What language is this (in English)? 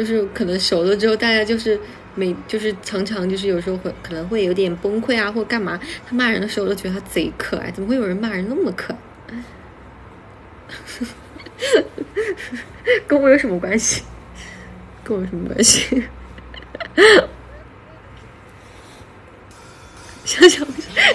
Chinese